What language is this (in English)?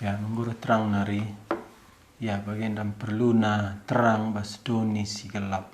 Batak Karo